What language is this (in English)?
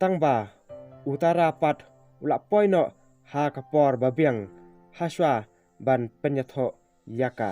Khasi